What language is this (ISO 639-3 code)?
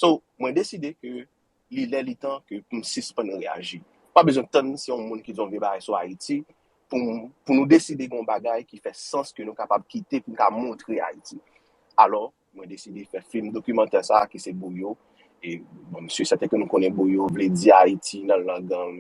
hat